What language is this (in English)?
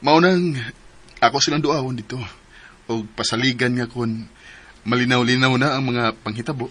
Cebuano